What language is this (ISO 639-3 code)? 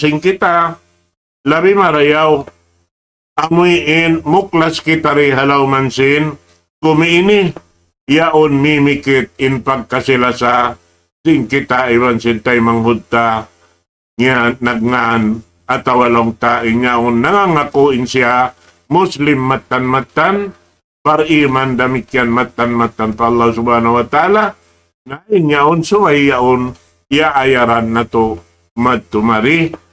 tsg